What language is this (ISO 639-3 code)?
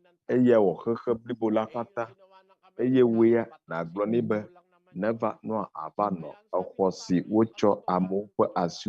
ewe